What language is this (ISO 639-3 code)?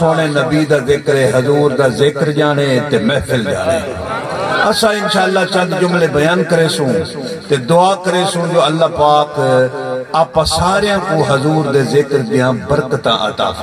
skr